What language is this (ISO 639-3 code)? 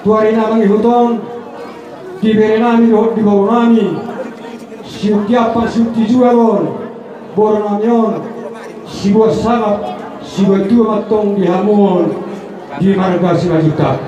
bbc